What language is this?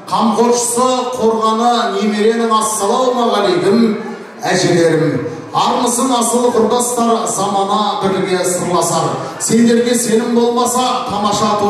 Kara-Kalpak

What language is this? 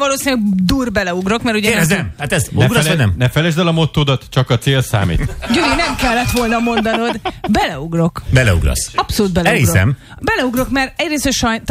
Hungarian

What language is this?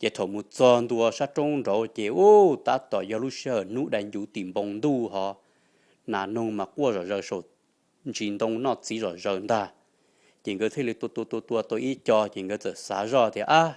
Hmong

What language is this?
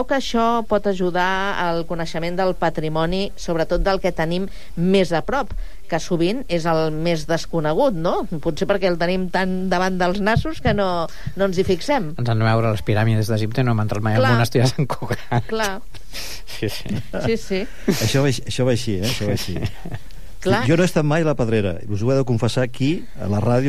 Catalan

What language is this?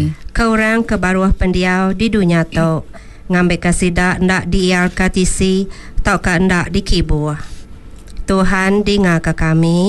Iban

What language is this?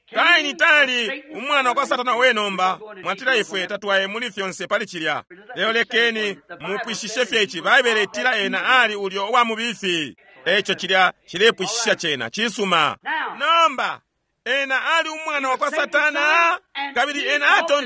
Bemba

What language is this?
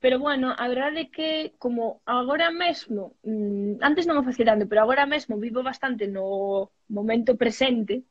Galician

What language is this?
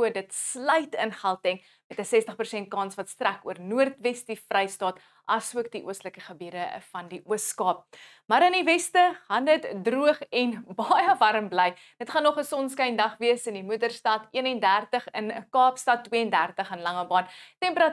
Afrikaans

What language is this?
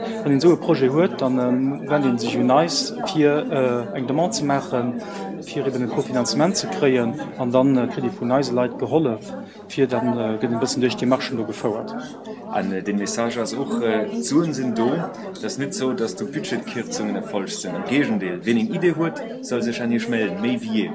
Luxembourgish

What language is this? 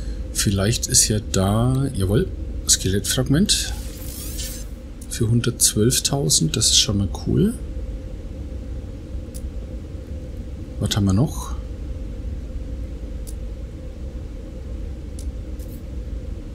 German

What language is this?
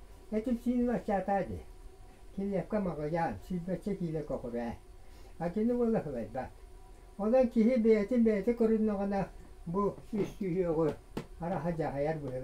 Yakut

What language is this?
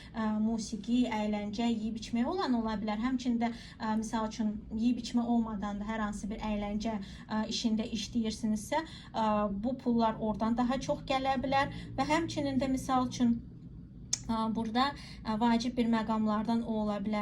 Azerbaijani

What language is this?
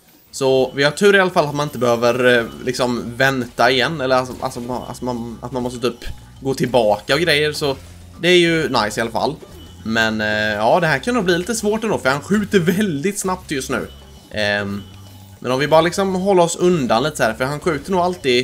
Swedish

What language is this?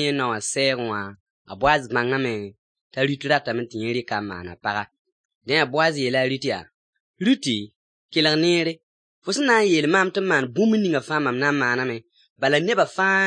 Mossi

